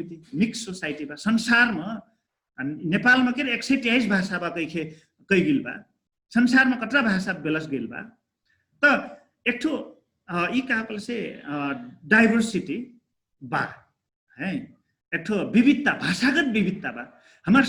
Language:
Dangaura Tharu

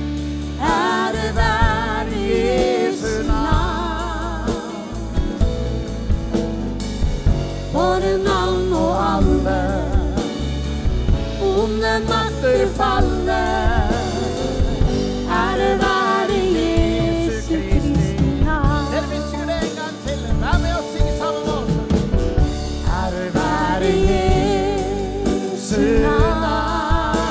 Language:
Norwegian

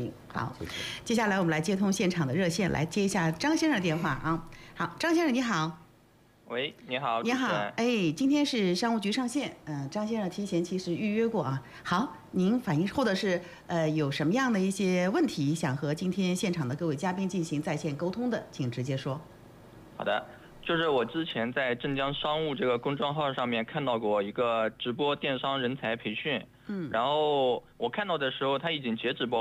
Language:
Chinese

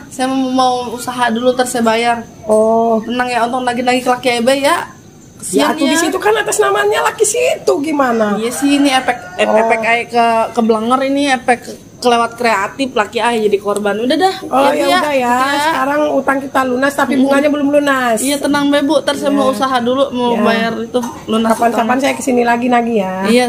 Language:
Betawi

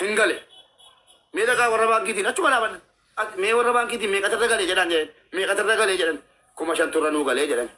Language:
Oromo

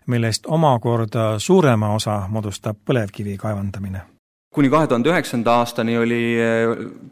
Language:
Estonian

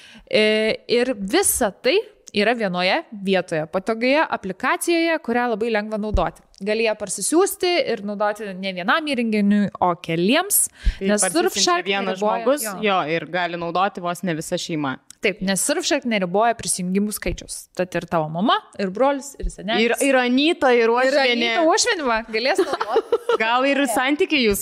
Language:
Lithuanian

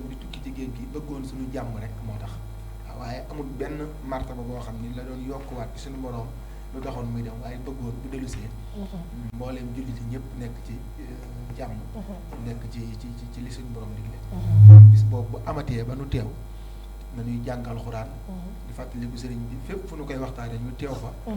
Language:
Wolof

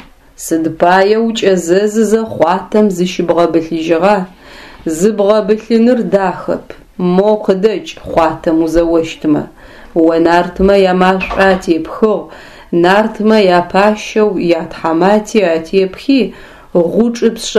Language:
Adyghe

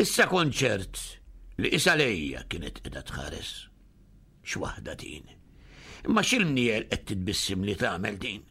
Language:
Maltese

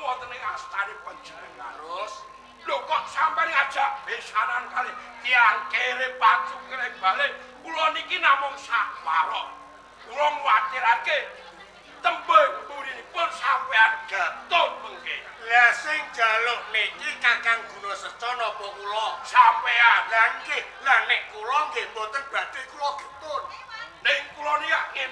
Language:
Javanese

